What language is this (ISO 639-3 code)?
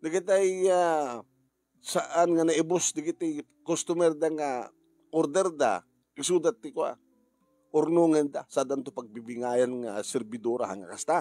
ilo